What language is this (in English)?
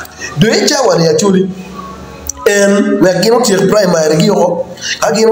Acoli